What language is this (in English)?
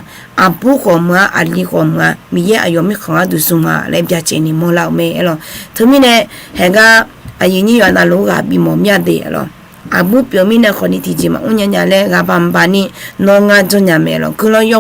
Akha